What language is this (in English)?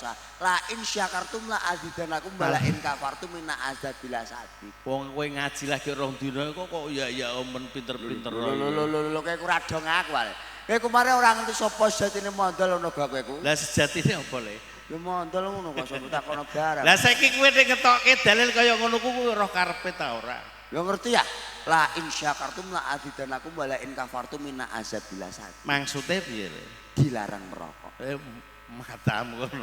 Javanese